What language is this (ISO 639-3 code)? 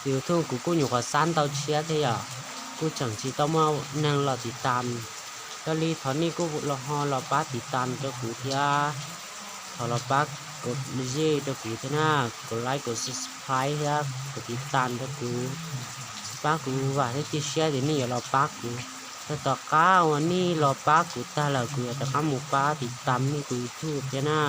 hmn